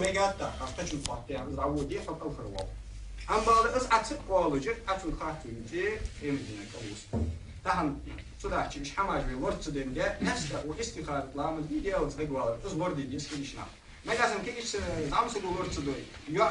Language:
Ingush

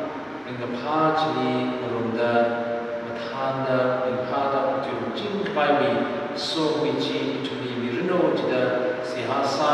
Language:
Tangkhul Naga (India)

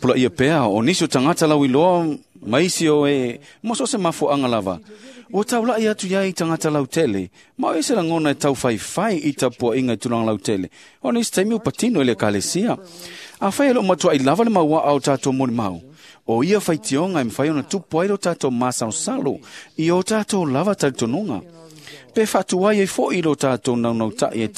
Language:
Samoan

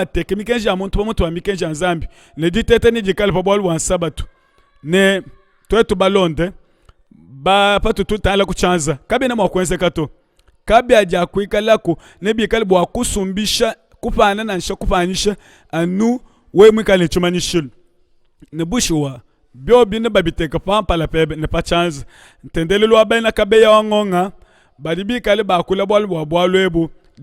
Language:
Luba-Lulua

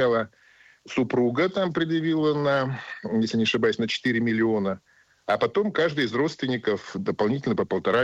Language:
Russian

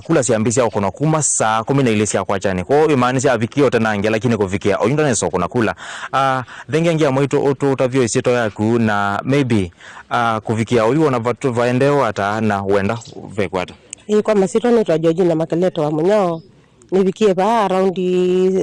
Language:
Kamba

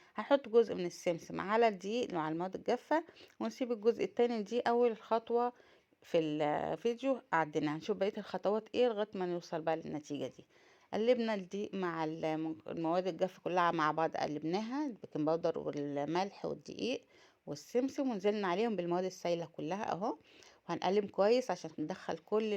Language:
Egyptian Arabic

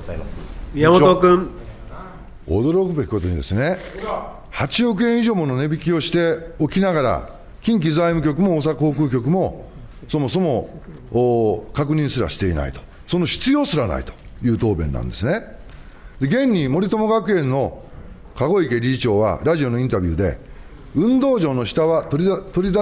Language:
Japanese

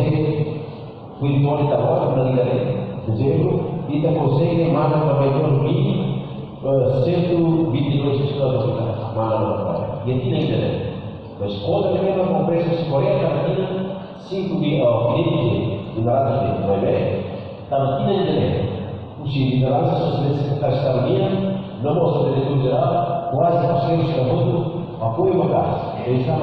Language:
Tetum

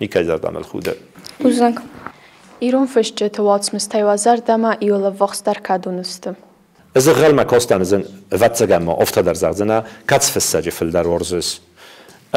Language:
Ossetic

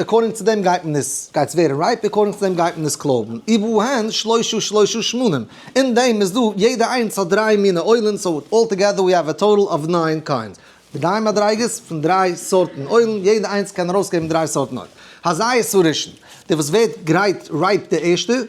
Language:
Yiddish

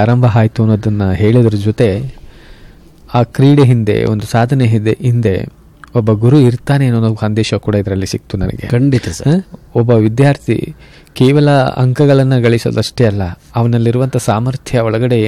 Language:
Kannada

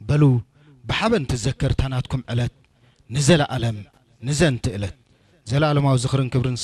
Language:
Tigrinya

